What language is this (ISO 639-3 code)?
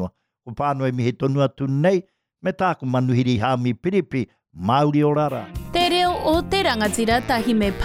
mri